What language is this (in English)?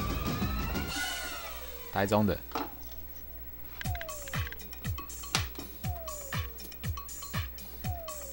Chinese